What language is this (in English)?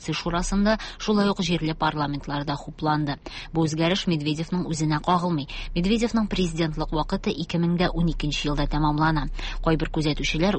Tatar